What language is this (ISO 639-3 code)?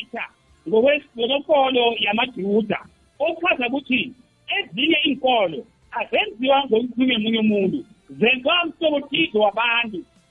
nbl